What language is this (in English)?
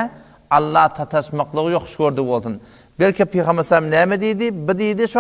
Turkmen